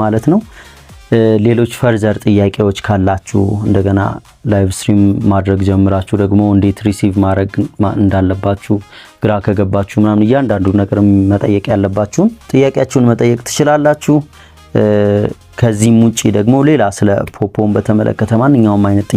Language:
Amharic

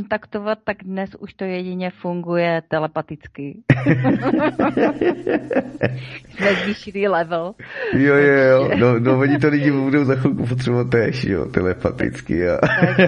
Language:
Czech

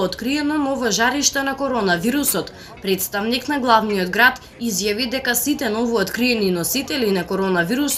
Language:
Macedonian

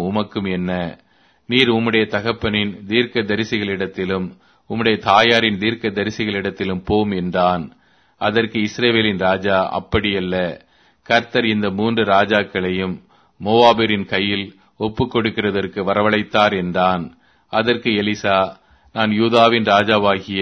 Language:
Tamil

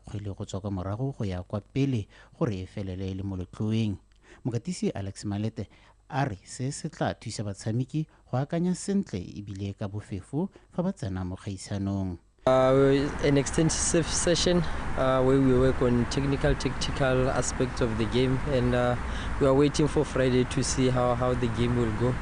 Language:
Tswana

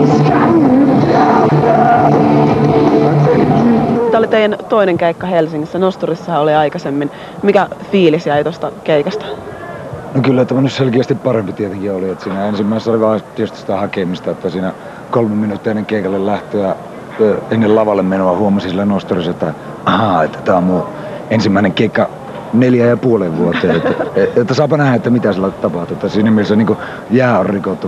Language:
Finnish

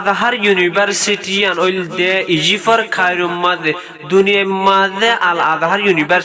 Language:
Rohingya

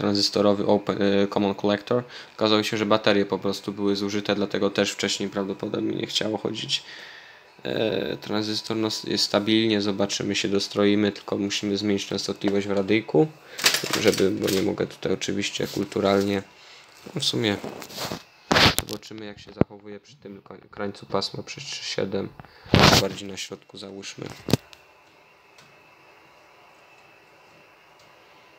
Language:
Polish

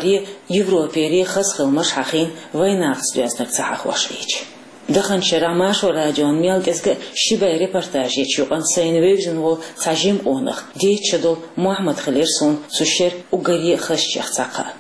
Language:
Chechen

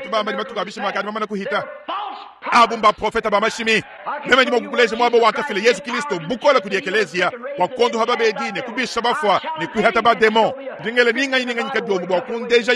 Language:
Luba-Lulua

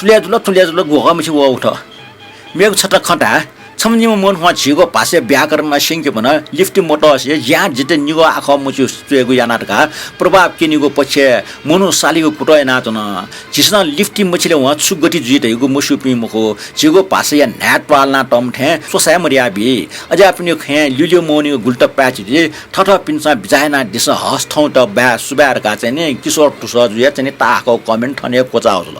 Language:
Newari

